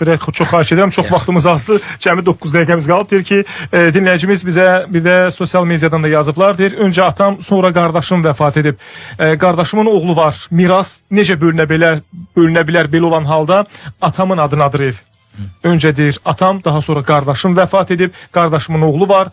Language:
Azerbaijani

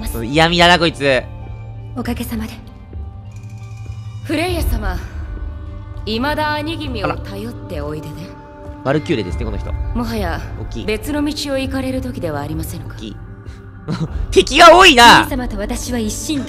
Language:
Japanese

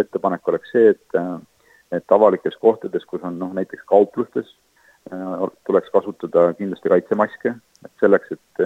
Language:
Estonian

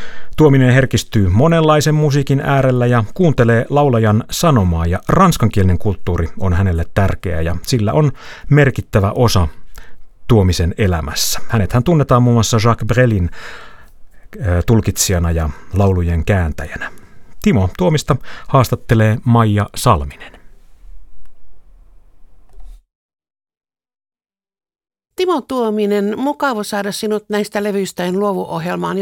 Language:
Finnish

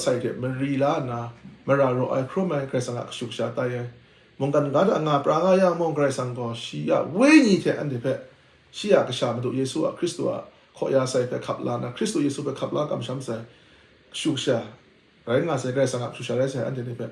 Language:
Kachin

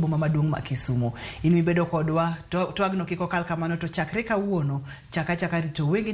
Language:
Luo (Kenya and Tanzania)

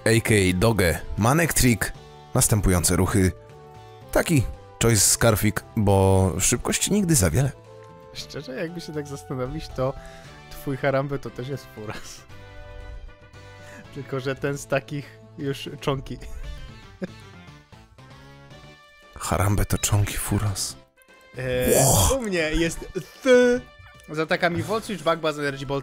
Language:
Polish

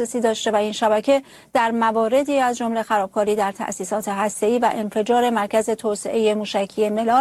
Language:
Persian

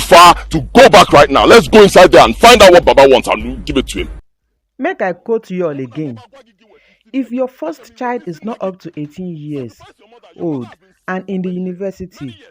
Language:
Nigerian Pidgin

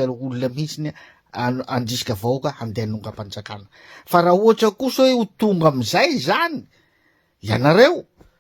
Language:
Malagasy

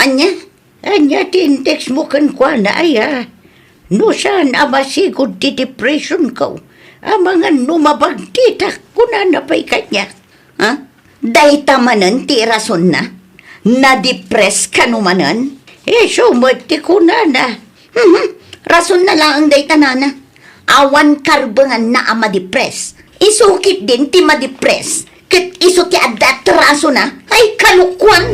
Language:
Iloko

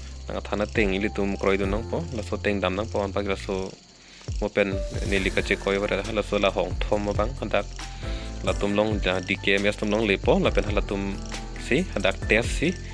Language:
Karbi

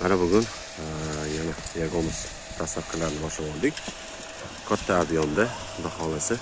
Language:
Uzbek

